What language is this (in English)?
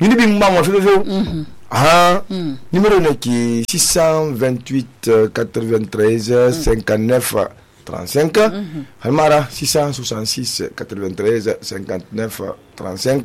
Susu